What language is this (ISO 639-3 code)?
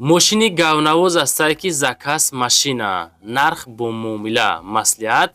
tgk